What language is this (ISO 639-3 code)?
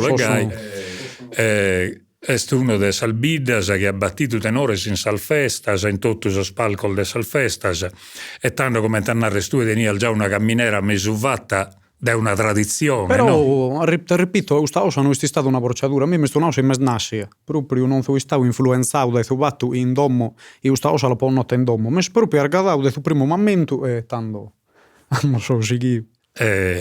srd